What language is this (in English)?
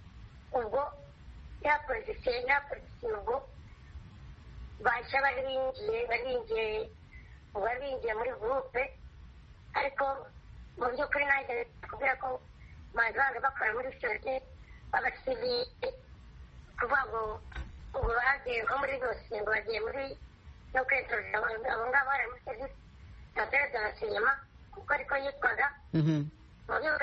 Kinyarwanda